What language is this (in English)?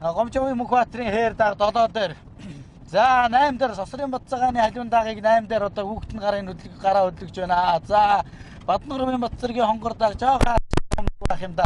Mongolian